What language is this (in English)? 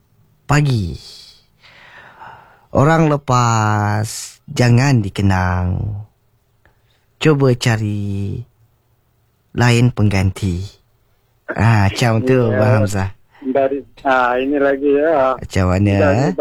Malay